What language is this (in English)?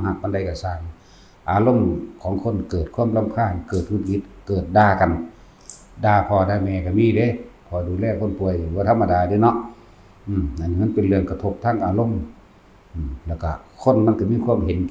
Northeastern Thai